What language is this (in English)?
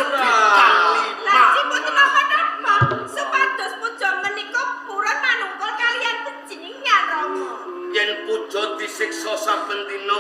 Javanese